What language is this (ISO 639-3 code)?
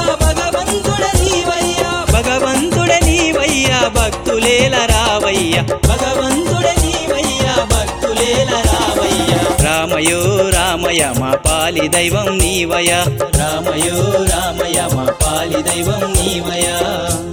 tel